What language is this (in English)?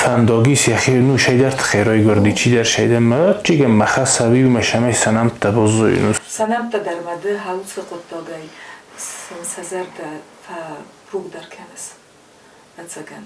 Ossetic